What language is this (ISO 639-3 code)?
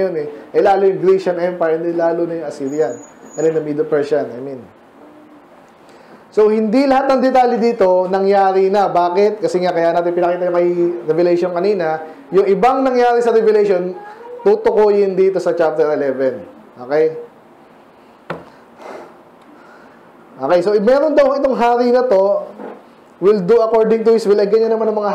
fil